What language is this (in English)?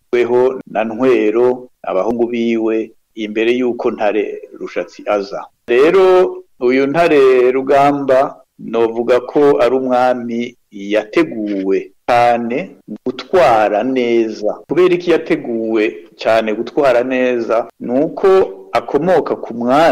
Rundi